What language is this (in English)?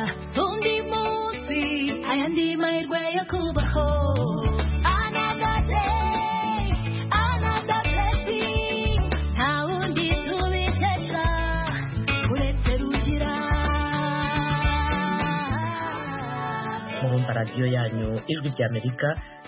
Kinyarwanda